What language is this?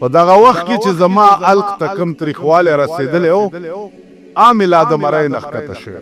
Pashto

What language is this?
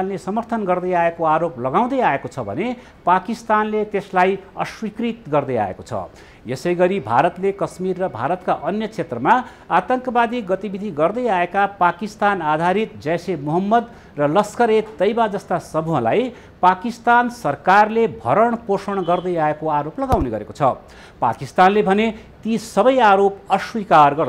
Nepali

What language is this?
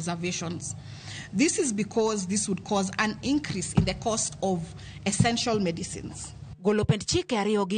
Luo (Kenya and Tanzania)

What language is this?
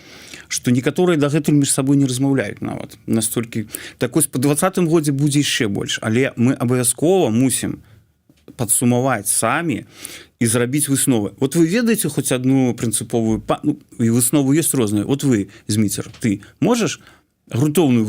Belarusian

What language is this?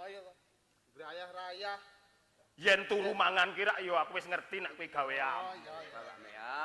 Javanese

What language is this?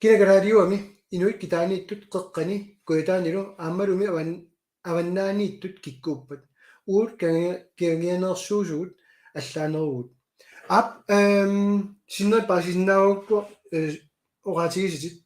Kalaallisut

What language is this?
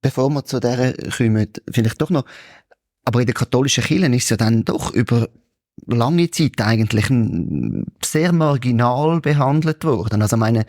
Swiss German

